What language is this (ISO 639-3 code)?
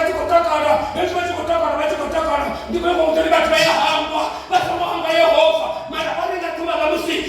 ven